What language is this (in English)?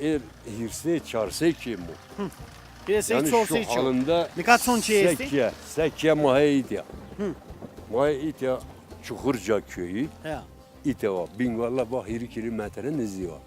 Zaza